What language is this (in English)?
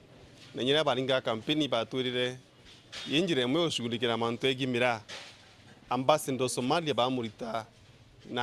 Meru